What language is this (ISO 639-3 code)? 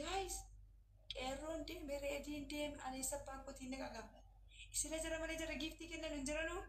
orm